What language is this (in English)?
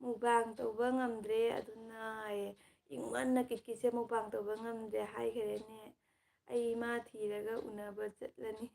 Manipuri